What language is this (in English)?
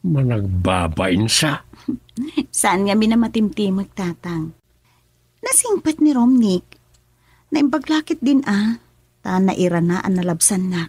Iloko